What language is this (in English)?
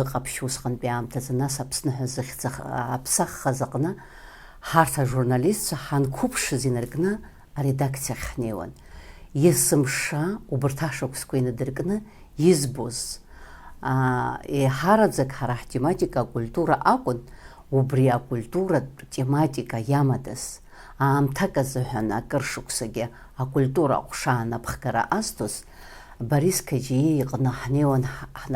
Abkhazian